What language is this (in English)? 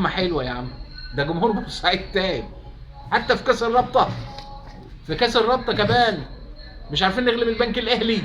Egyptian Arabic